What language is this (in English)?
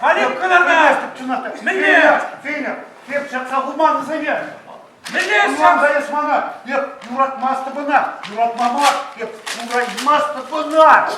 Chuvash